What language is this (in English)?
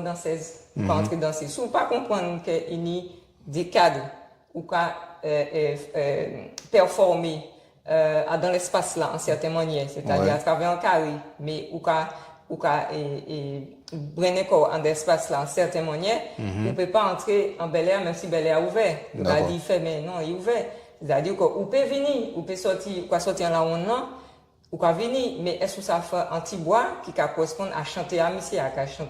Guadeloupean Creole French